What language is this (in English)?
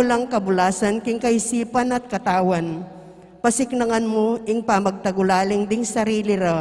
Pampanga